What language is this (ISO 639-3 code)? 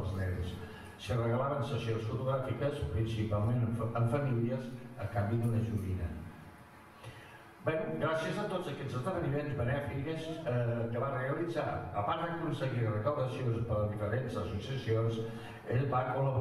cat